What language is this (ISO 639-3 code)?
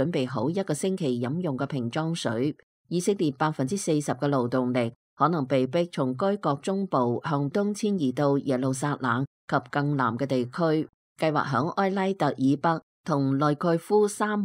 yue